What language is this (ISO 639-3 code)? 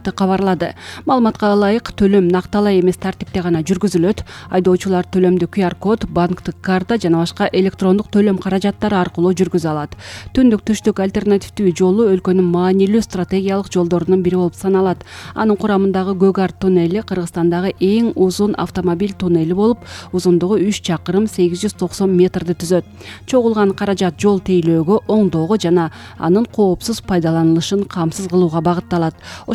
kir